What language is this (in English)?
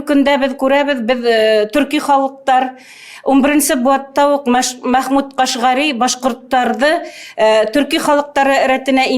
Bashkir